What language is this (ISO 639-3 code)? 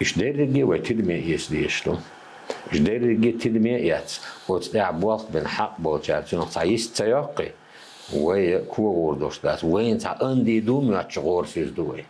che